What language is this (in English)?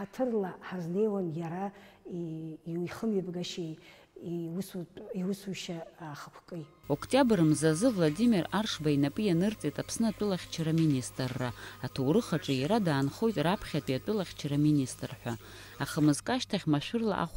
Abkhazian